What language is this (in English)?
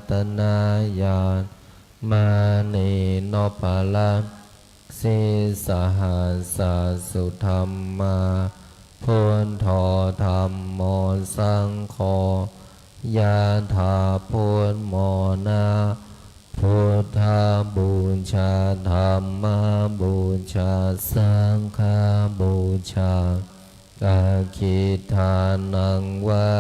Pali